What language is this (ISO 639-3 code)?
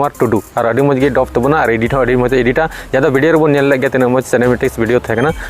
sat